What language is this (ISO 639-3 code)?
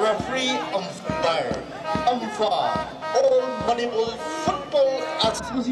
nmf